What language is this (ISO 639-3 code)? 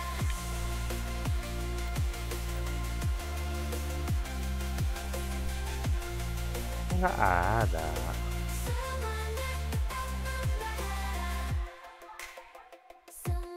ind